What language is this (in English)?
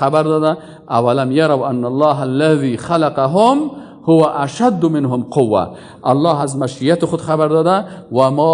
Persian